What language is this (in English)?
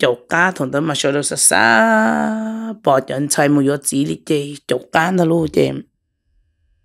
Vietnamese